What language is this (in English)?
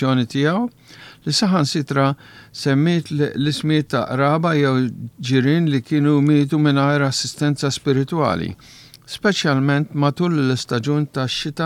Maltese